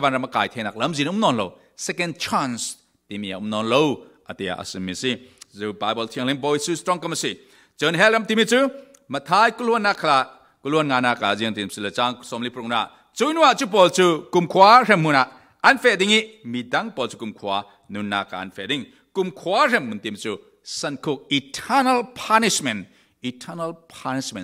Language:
Falam Chin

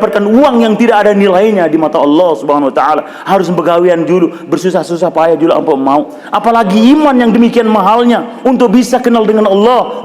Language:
Sasak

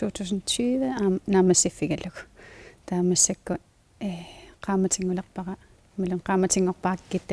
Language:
Kalaallisut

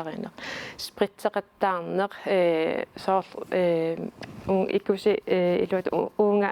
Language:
Kalaallisut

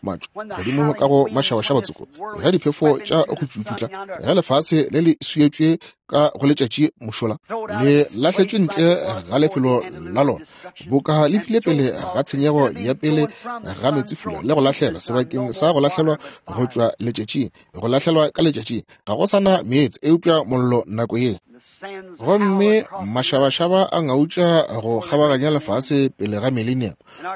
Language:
Northern Sotho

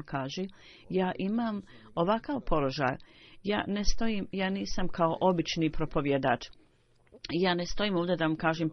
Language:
Bosnian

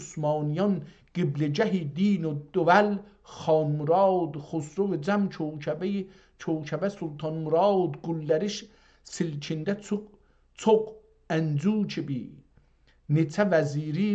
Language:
South Azerbaijani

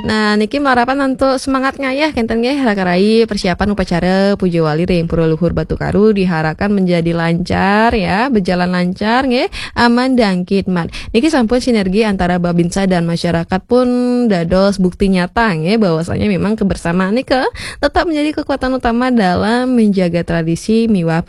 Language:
Balinese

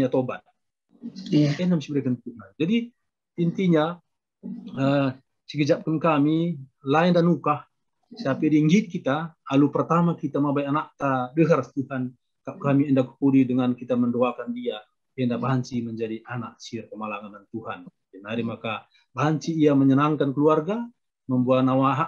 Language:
Batak Karo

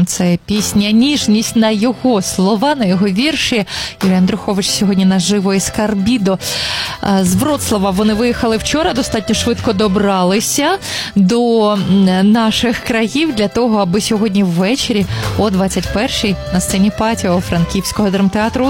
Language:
Ukrainian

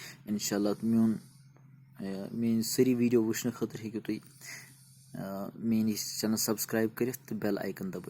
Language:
Kashmiri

